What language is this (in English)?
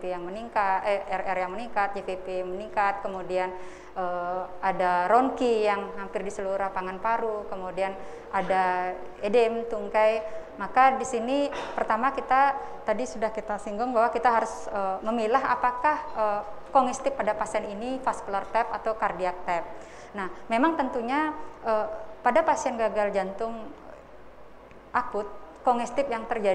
Indonesian